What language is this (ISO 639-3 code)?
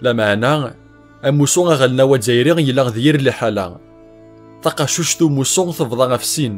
kab